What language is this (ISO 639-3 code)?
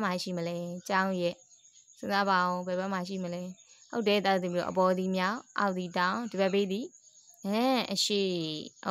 mya